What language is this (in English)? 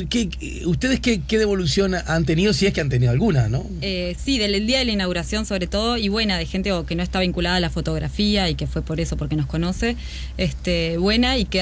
Spanish